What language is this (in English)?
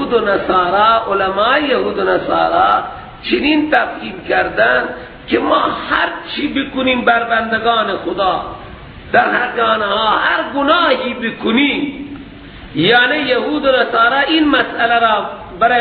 Persian